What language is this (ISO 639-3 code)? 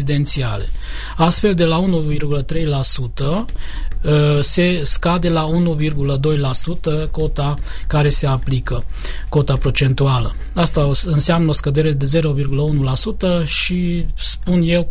ron